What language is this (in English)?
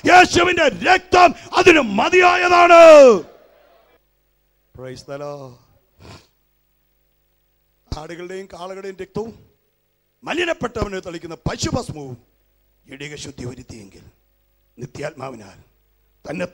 Malayalam